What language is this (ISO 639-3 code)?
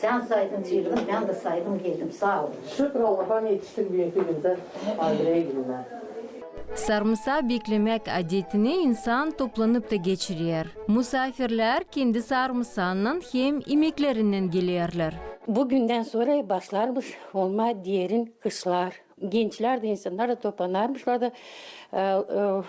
gag